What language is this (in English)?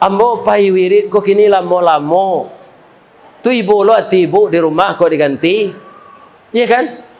Minangkabau